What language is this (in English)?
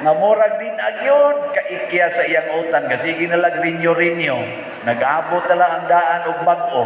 Cebuano